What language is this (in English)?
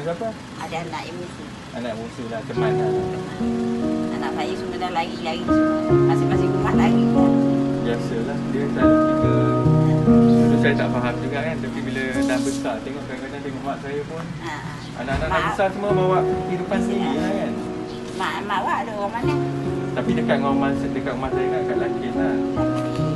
Malay